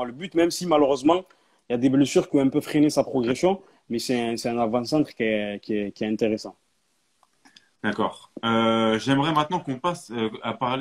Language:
French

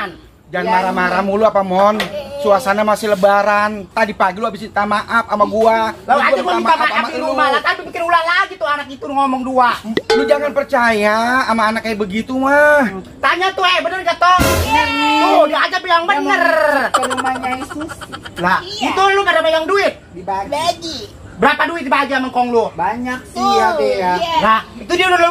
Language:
Betawi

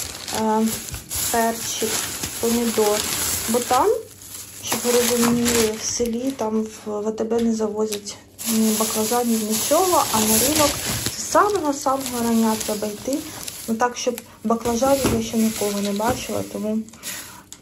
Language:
Ukrainian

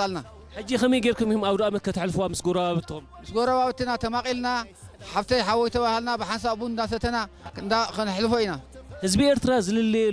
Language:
Tigrinya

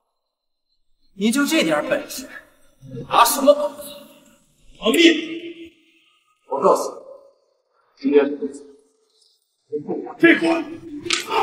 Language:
Chinese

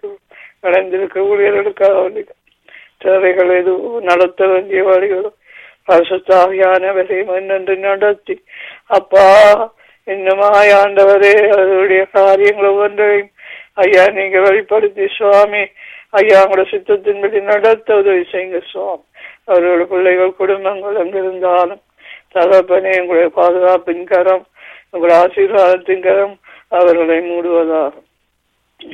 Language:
Tamil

